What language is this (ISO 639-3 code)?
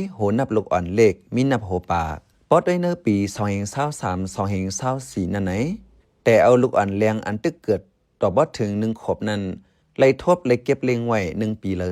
shn